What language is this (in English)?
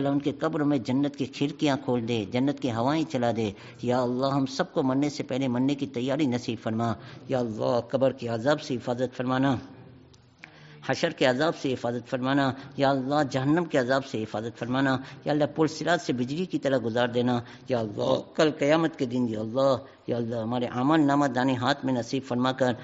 Urdu